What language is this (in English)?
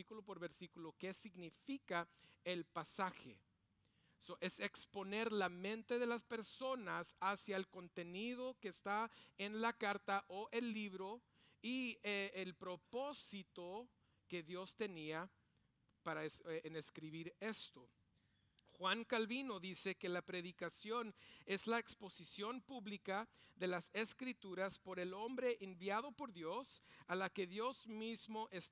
Spanish